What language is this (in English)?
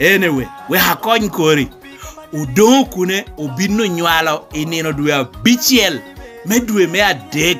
Lango (Uganda)